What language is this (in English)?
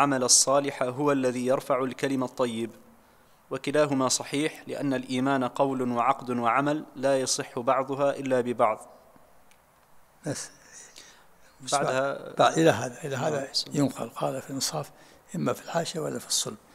Arabic